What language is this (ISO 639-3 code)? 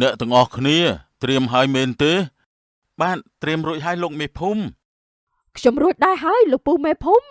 khm